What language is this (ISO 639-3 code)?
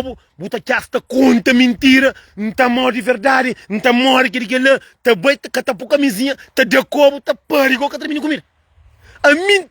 kea